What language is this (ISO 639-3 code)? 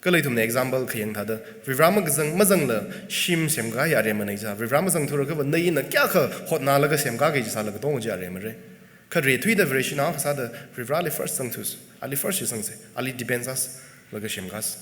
nmf